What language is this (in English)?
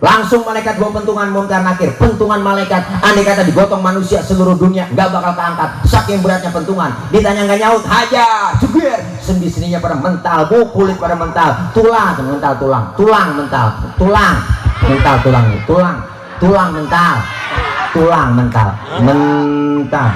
Betawi